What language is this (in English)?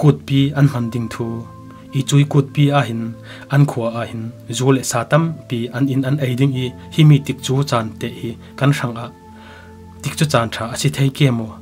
Falam Chin